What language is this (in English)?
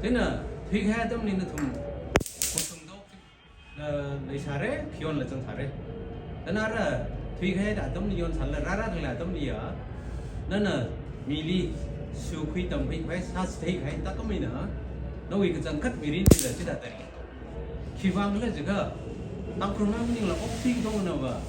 Tangkhul Naga (India)